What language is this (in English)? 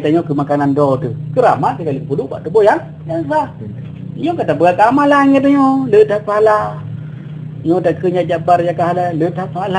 Achinese